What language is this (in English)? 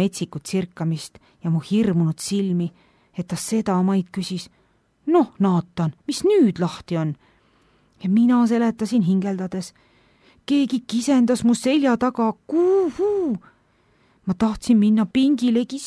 Estonian